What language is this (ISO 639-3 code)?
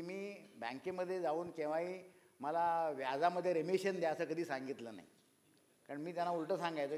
mar